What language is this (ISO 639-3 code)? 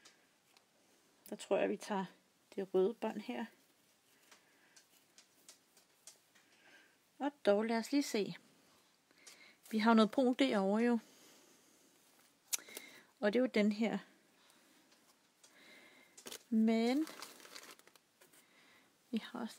dan